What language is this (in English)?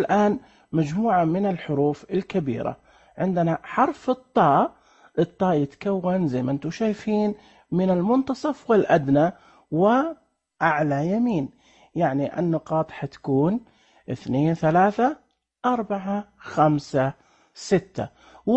Najdi Arabic